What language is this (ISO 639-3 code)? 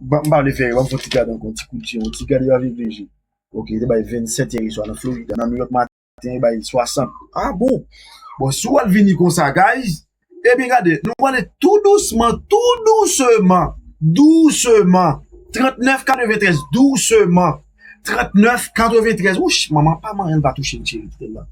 hat